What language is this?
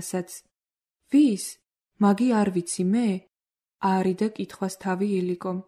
Georgian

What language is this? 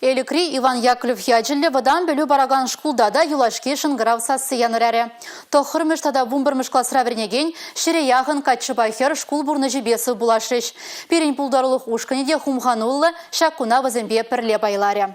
Chuvash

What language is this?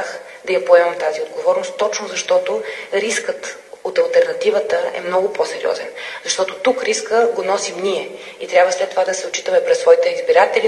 Bulgarian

